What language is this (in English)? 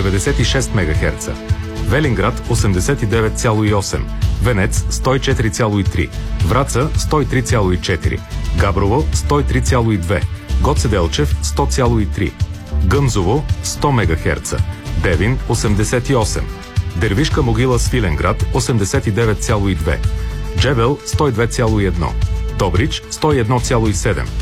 Bulgarian